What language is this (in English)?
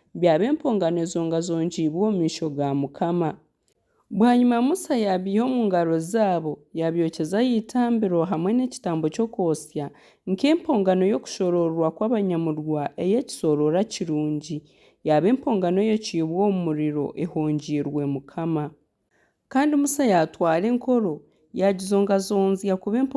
Nyankole